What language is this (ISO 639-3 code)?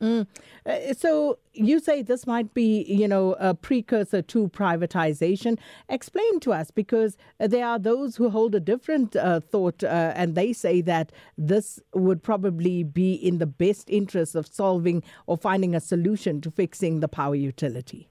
eng